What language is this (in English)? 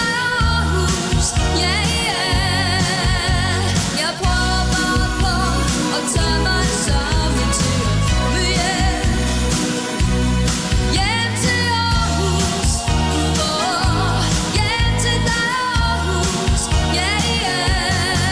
Danish